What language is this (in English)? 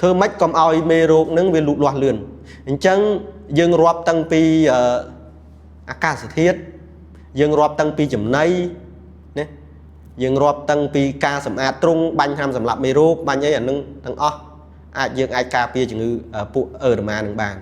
Khmer